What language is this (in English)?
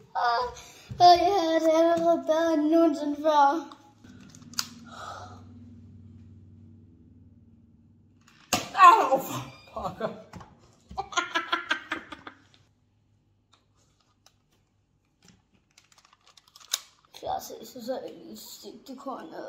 Danish